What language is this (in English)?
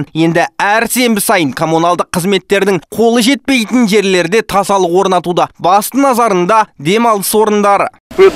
Kazakh